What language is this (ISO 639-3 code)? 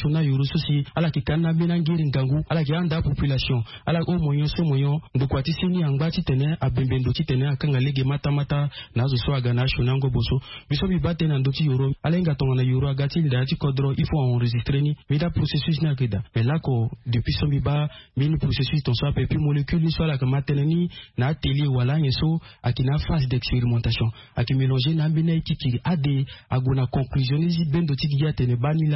sag